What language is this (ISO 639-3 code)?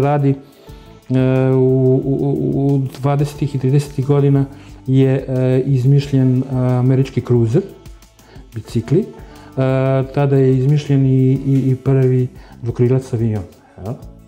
srp